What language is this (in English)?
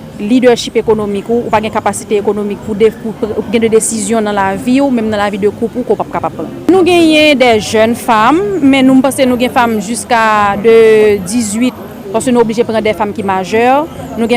Haitian Creole